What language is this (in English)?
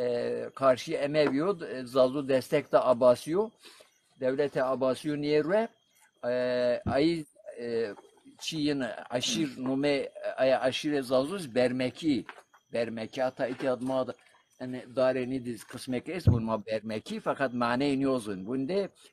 Zaza